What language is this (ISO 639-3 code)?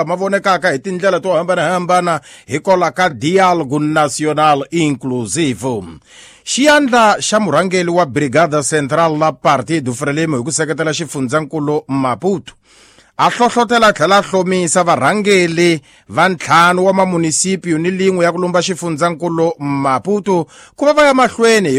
tso